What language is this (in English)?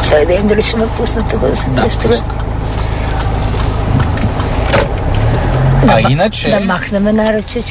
Bulgarian